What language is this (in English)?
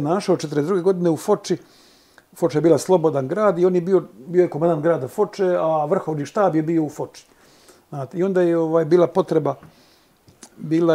Bosnian